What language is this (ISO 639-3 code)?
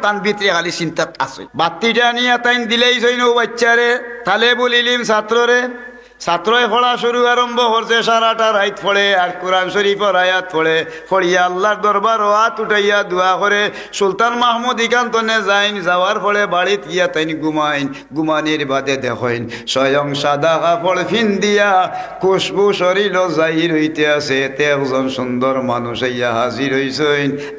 syl